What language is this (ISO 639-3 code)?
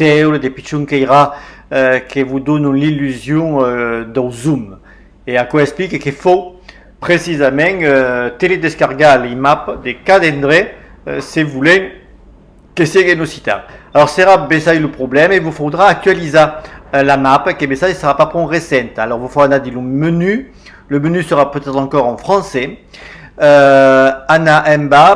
oci